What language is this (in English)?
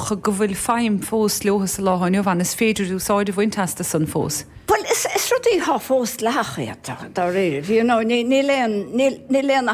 Irish